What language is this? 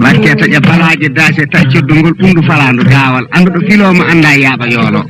Fula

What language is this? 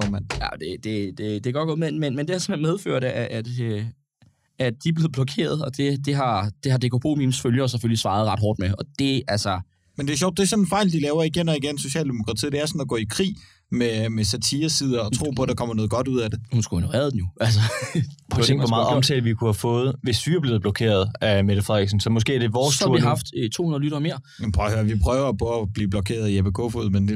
Danish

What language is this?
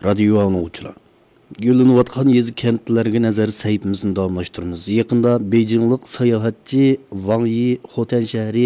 Uyghur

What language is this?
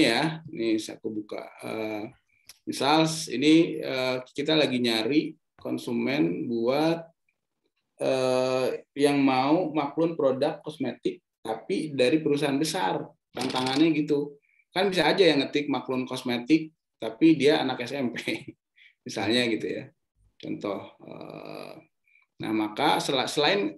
Indonesian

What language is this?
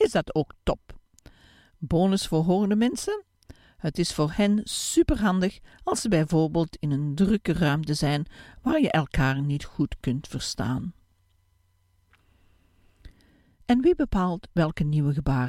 Dutch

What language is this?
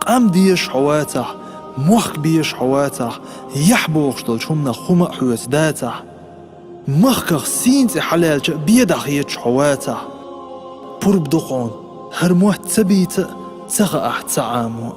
Chechen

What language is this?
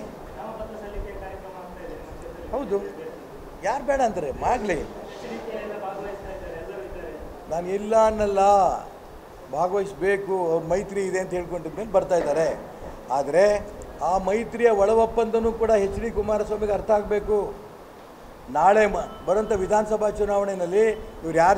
Kannada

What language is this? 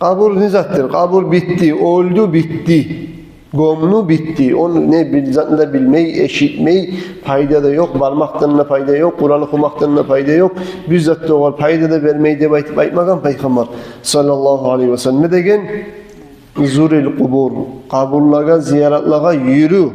Kumyk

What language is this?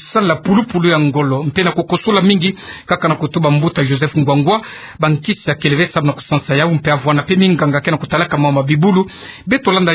Kituba (Democratic Republic of Congo)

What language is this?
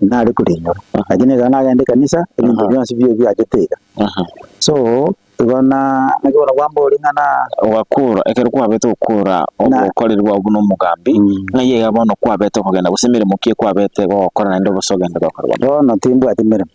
Gusii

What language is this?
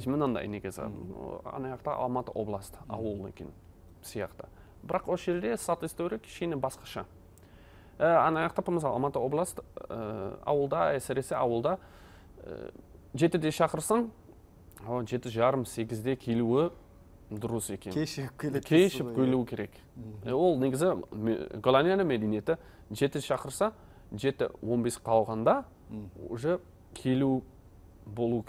Kazakh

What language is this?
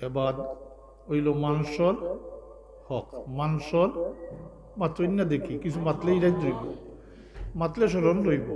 Sylheti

